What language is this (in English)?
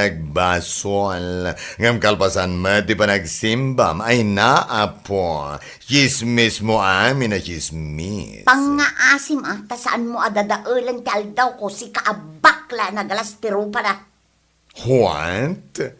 Iloko